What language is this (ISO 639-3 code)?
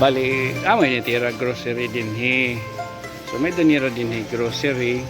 war